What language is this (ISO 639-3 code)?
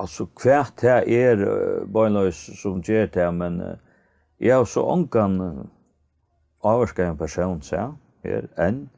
fao